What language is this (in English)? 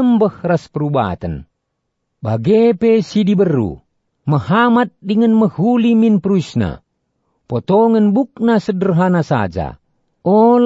Batak Karo